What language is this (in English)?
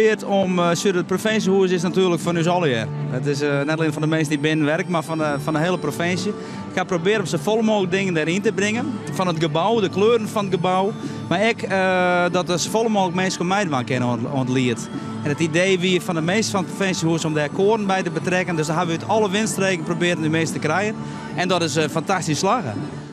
Western Frisian